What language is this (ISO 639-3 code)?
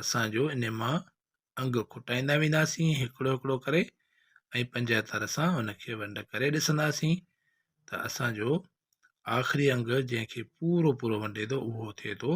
snd